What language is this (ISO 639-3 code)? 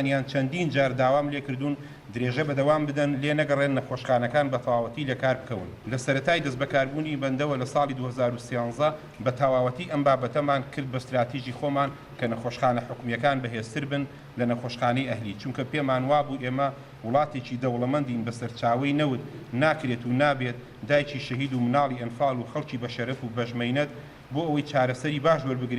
ckb